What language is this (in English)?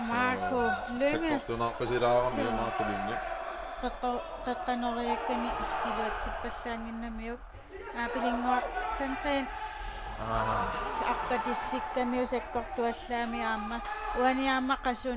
Kalaallisut